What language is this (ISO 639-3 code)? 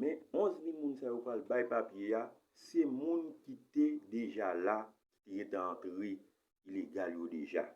hat